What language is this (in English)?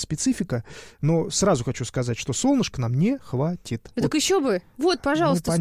Russian